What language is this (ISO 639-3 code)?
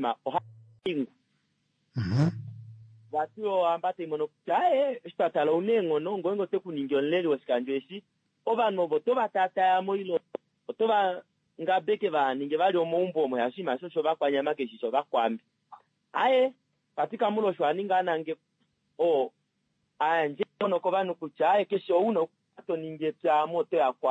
kua